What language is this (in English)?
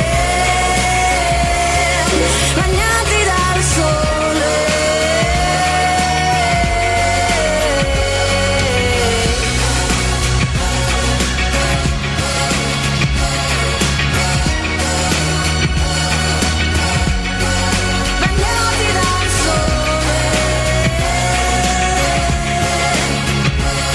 Italian